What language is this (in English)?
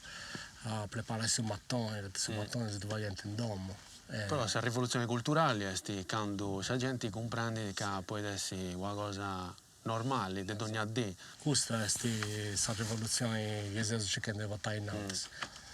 Sardinian